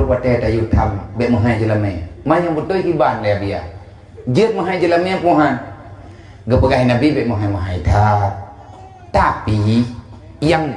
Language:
Achinese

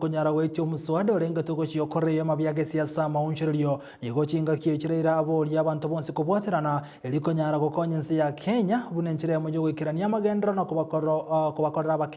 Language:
Gusii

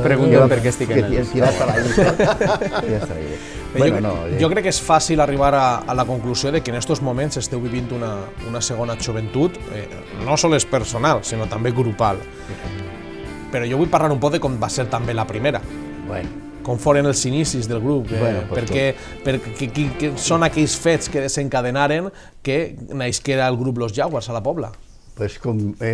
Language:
Catalan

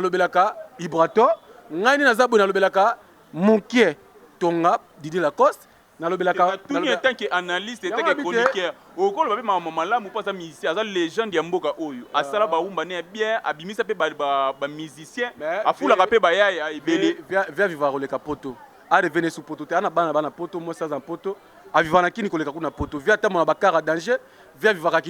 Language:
Lingala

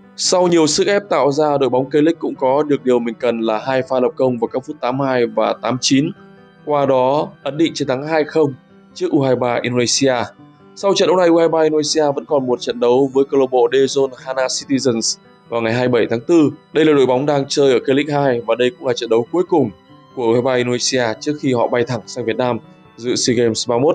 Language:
Vietnamese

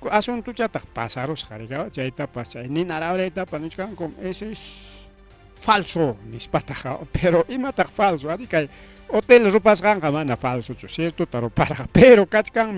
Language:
Ayacucho Quechua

